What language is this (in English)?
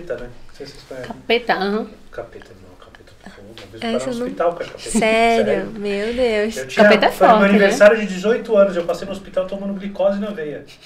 Portuguese